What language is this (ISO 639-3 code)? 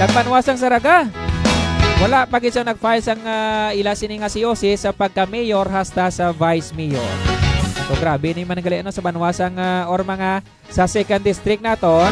hil